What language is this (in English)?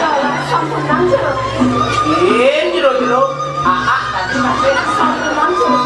Balinese